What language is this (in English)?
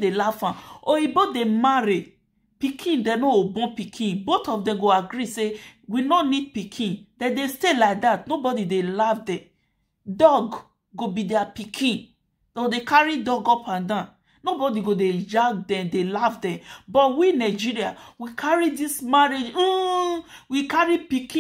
Nigerian Pidgin